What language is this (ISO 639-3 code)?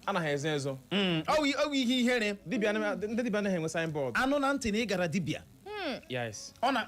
ibo